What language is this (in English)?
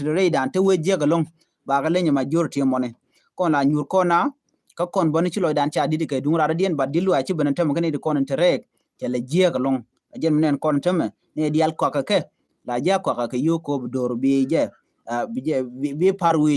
Nuer